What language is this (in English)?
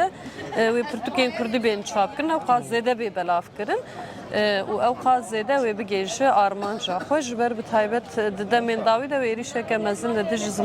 Kurdish